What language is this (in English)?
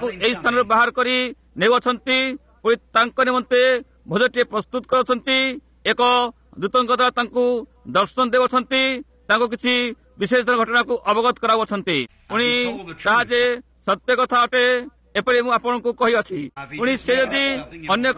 Odia